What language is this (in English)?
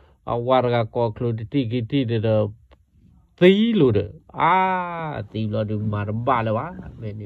S'gaw Karen